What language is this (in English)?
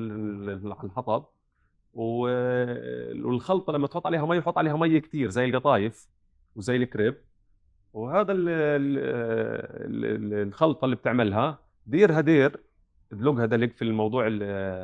North Levantine Arabic